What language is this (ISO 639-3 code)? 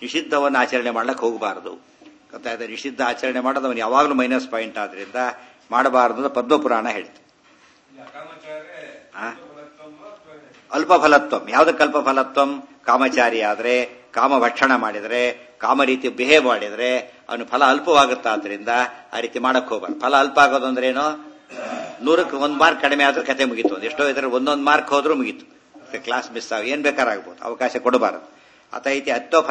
kan